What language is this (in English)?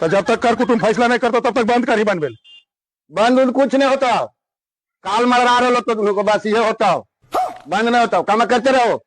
Magahi